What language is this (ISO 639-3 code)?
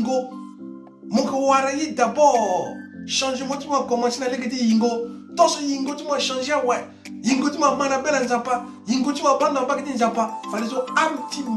sag